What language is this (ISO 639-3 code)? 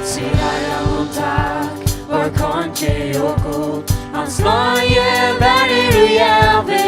fao